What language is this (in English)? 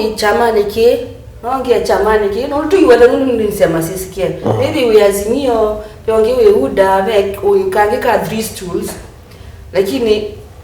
Kamba